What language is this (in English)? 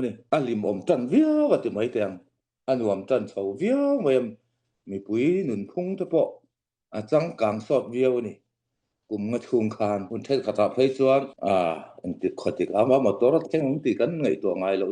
Falam Chin